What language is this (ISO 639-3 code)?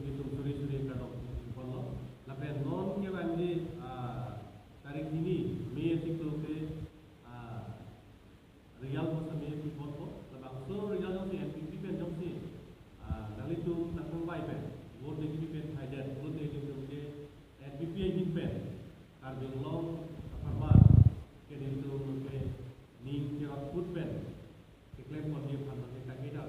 mjw